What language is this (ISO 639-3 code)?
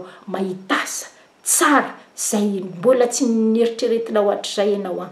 mlg